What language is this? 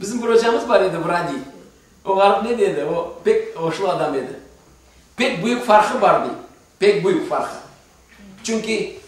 Crimean Tatar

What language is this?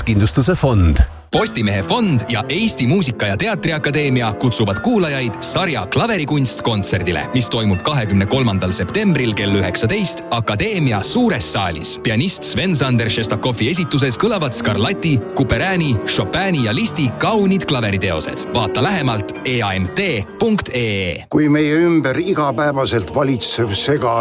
Estonian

